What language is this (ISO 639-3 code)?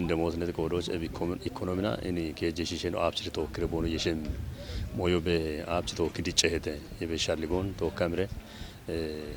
kbr